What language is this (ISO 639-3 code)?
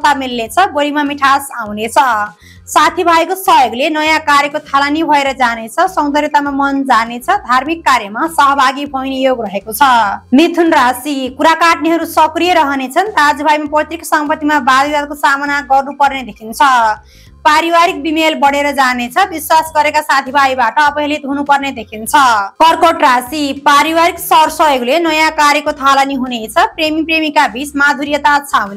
nep